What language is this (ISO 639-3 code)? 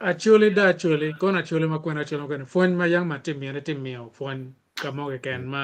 ach